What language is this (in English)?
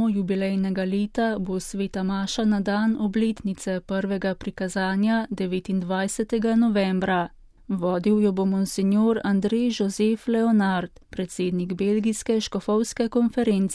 Slovenian